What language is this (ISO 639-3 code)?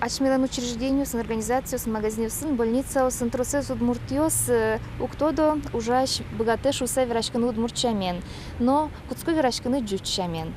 udm